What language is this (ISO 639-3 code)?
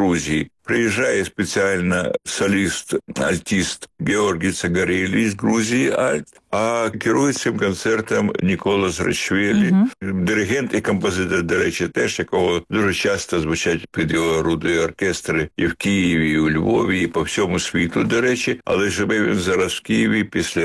ukr